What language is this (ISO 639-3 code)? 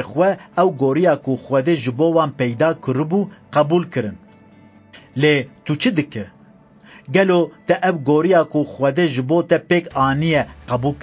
kur